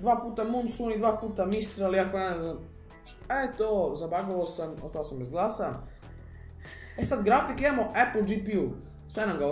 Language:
Serbian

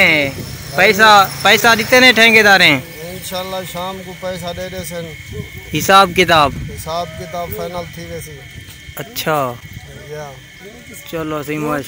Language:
Saraiki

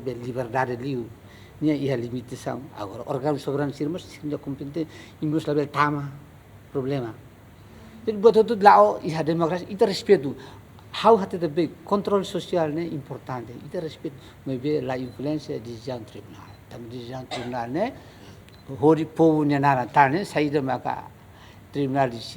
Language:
Tetum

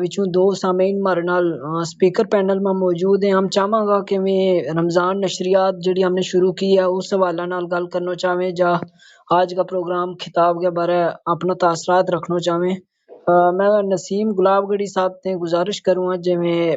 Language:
Gujari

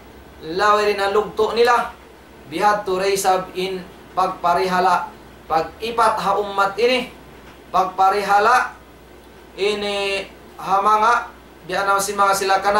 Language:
Tausug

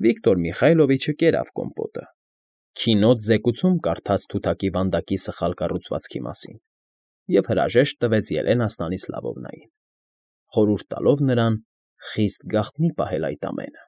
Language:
Armenian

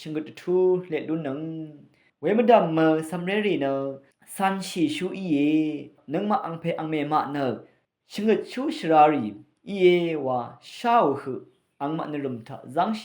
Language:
Rawang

